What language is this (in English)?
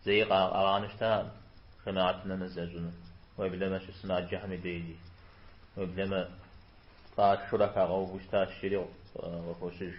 Kabardian